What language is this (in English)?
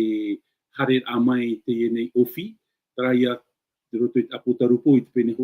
Tahitian